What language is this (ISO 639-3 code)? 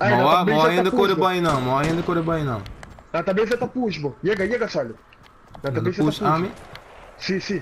pap